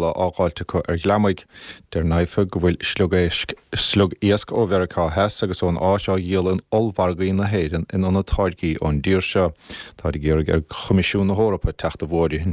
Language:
Irish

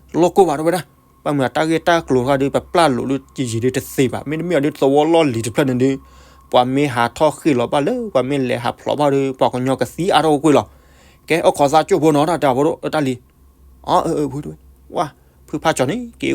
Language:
S'gaw Karen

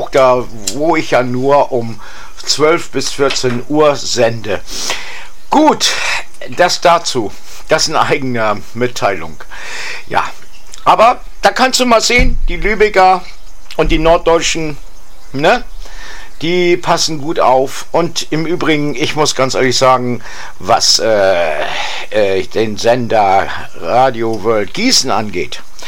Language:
German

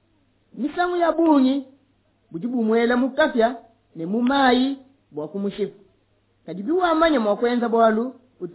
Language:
Luba-Lulua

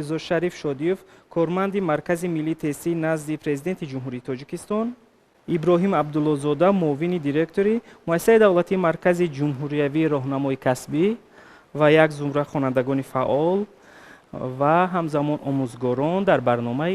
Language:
Tajik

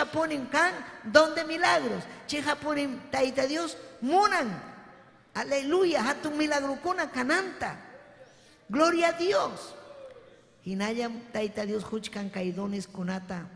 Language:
Ayacucho Quechua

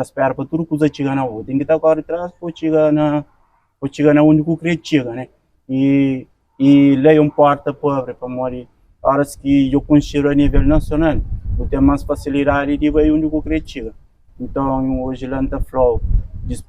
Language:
Kabuverdianu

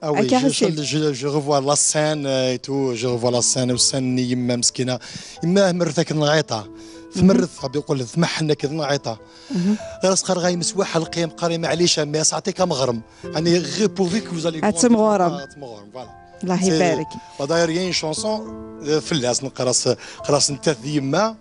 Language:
Kabyle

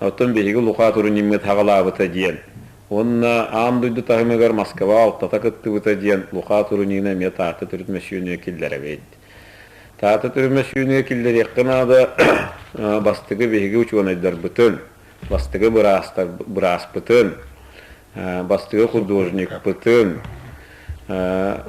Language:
Yakut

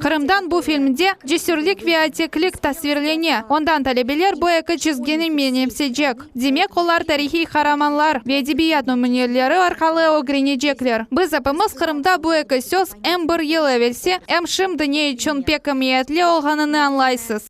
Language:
Crimean Tatar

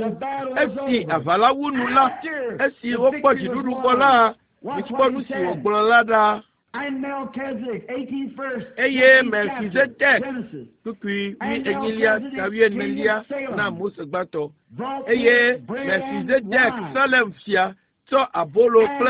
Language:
Ewe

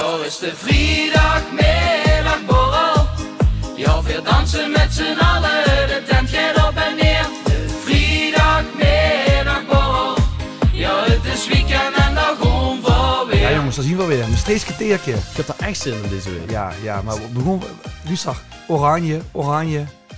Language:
Limburgish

